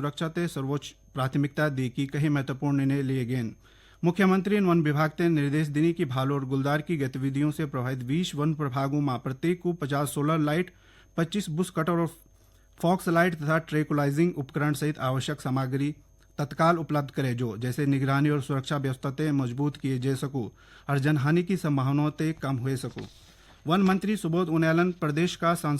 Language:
Garhwali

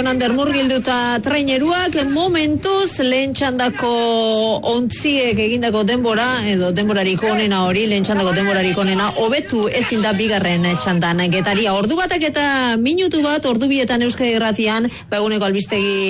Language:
Basque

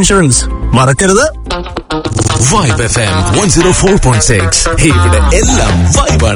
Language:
Malayalam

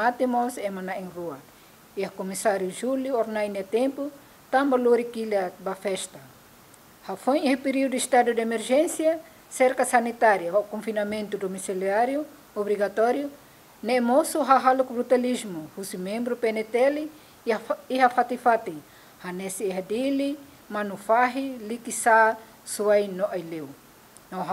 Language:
Tetum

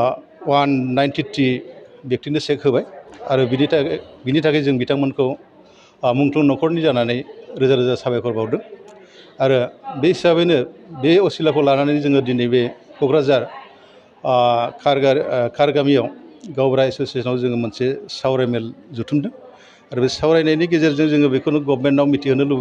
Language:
Bodo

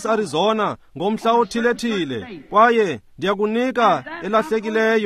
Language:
Xhosa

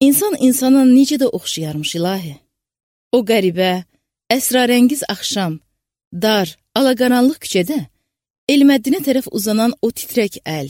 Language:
Azerbaijani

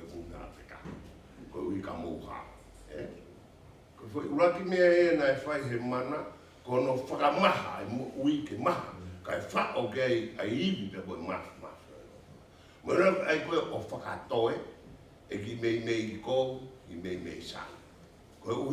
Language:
Tongan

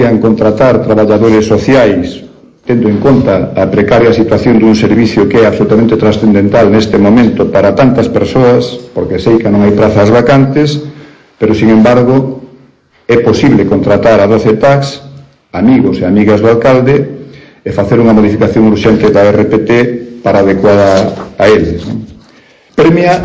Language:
Galician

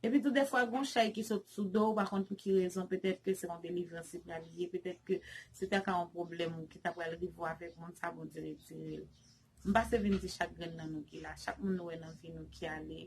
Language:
Haitian Creole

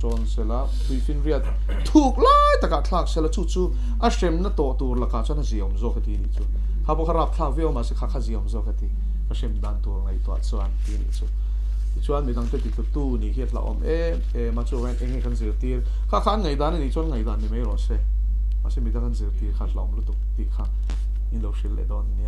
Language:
Mizo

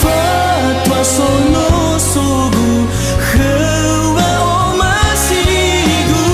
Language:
Nias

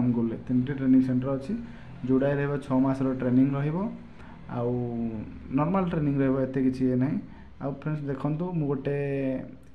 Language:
Odia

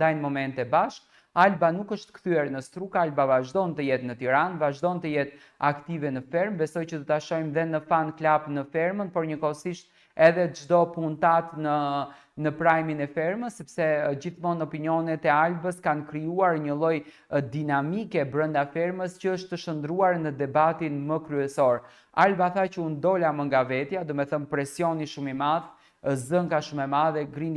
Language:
Albanian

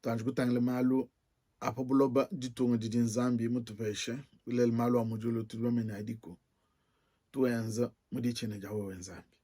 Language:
Luba-Lulua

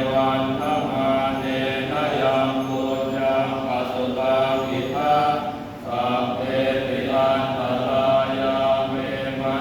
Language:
Pali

